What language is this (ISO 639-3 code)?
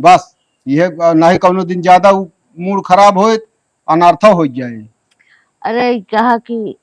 awa